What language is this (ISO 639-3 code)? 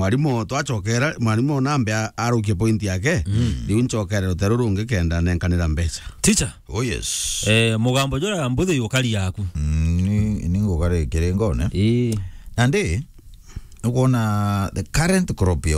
mer